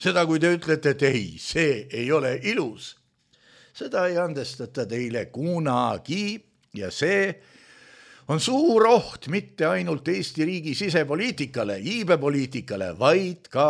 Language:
Estonian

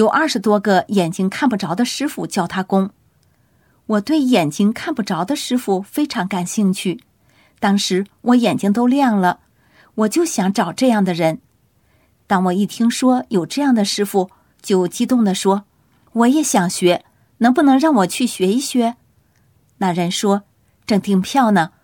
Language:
Chinese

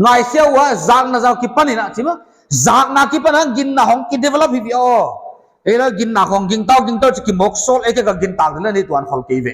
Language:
Paite Chin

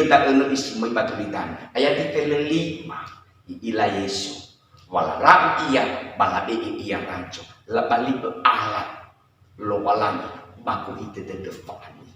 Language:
Nias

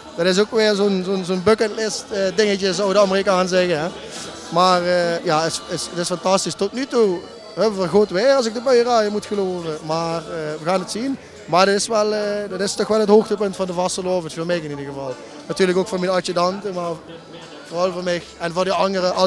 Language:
Limburgish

